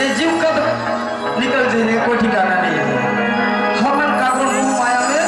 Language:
Chhattisgarhi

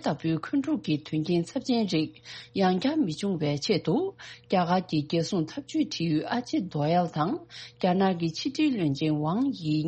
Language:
Tibetan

